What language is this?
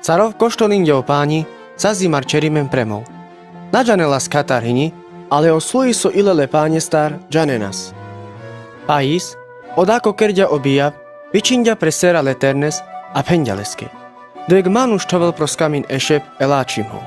Carpathian Romani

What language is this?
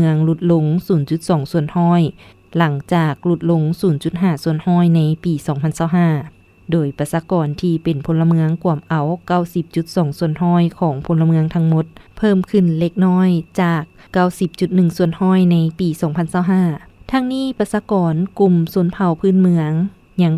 Lao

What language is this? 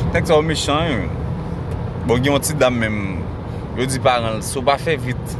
Haitian Creole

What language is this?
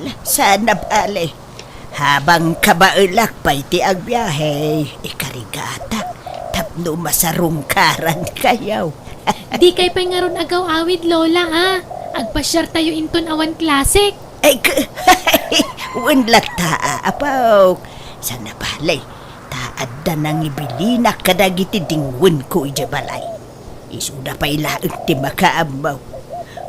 Iloko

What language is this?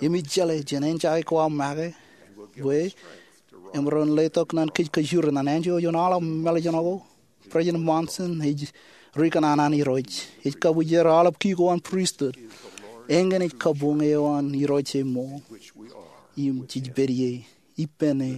Marshallese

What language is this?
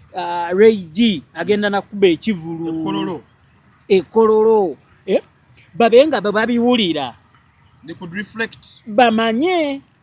Ganda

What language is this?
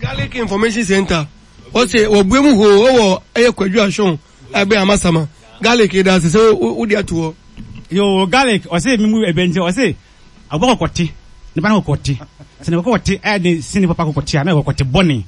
Akan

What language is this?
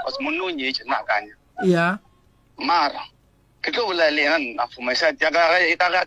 Northern Sotho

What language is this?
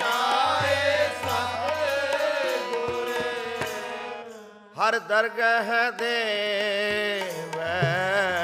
Punjabi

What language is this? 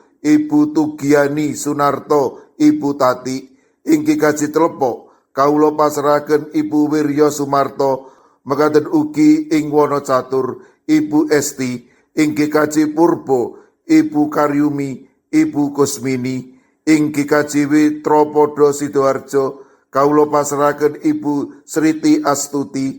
Javanese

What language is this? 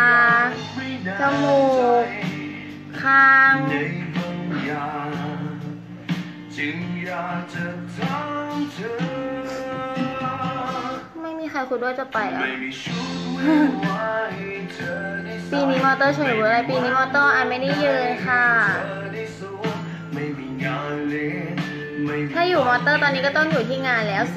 Thai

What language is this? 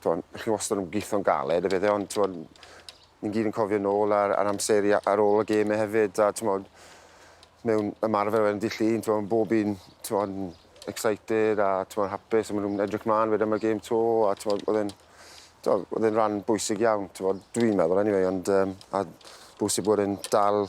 Welsh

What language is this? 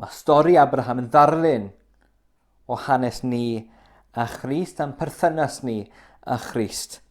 Welsh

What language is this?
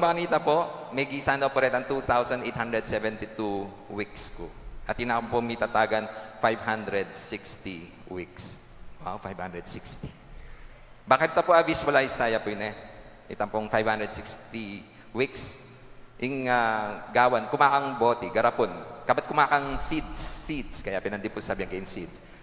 Pampanga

